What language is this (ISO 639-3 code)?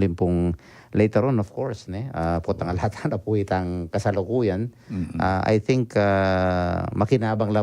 pam